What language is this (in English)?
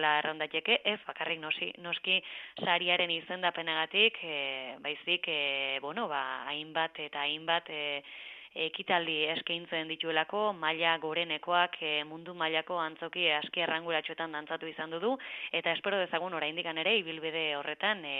Basque